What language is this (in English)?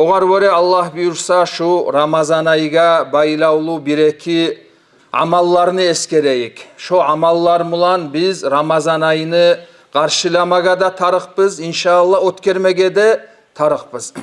Kumyk